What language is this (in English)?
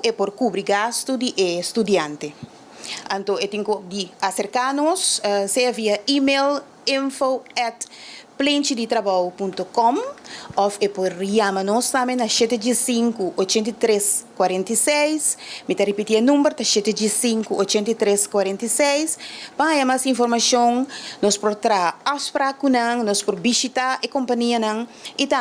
Papiamento